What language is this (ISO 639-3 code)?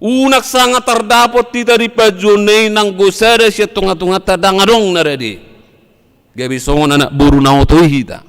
bbc